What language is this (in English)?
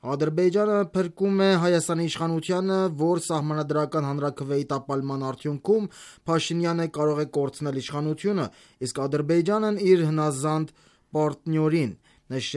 Armenian